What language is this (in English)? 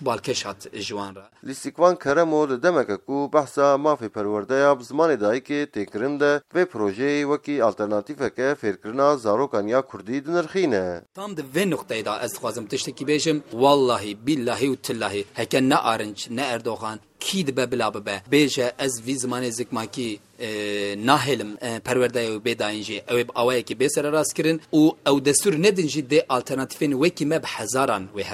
Kurdish